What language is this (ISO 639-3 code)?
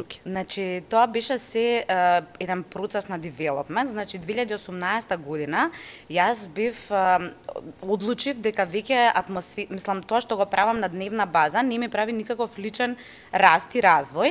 mkd